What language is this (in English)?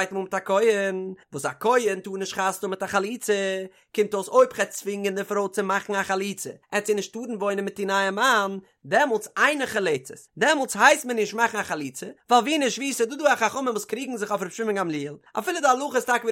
Yiddish